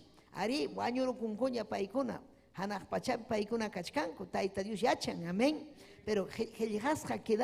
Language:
Ayacucho Quechua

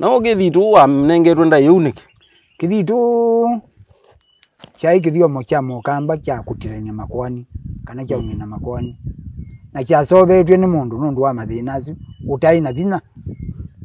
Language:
Kamba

